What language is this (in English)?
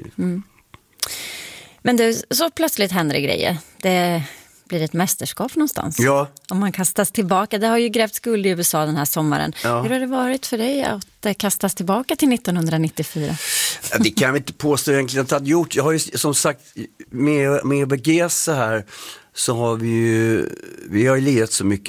Swedish